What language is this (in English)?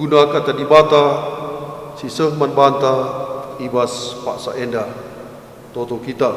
Batak Karo